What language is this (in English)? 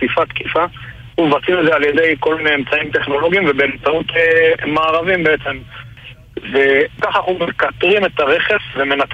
Hebrew